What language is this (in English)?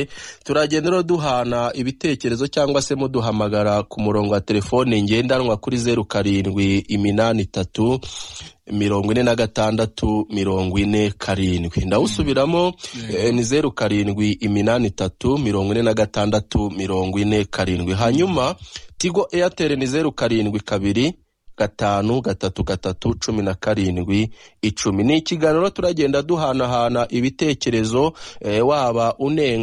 Kinyarwanda